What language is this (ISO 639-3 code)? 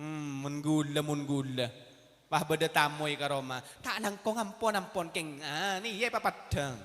mad